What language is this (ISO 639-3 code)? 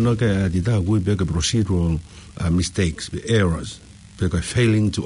ton